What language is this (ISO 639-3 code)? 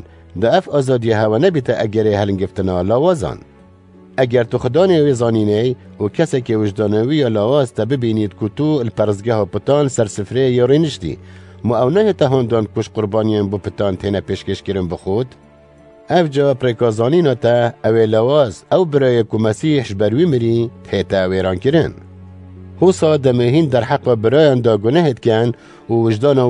kur